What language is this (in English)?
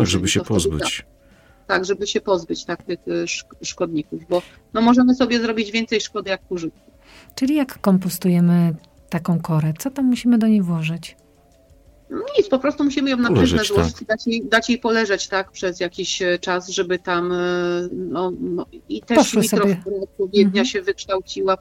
Polish